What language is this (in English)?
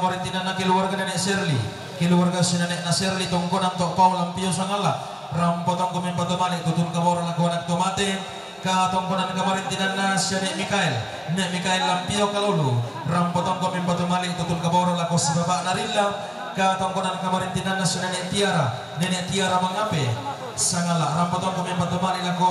Toraja-Sa'dan